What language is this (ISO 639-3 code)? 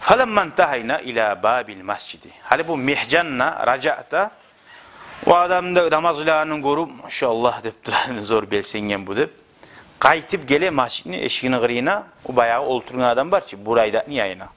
kum